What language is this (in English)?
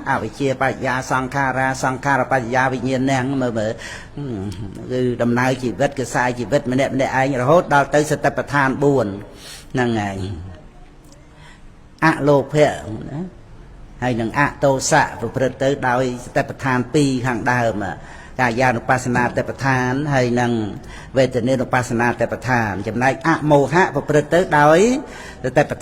Khmer